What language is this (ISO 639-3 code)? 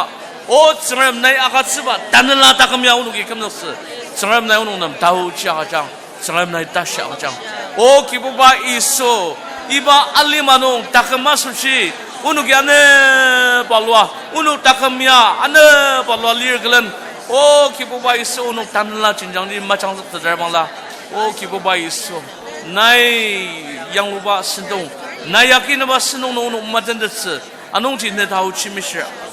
njo